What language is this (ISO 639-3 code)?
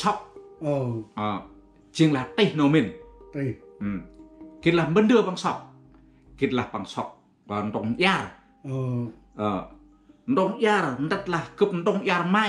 cmo